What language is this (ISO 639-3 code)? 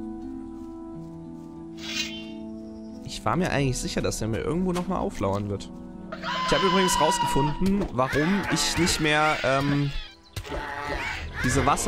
deu